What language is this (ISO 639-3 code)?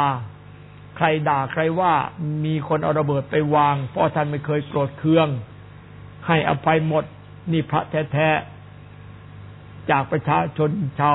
tha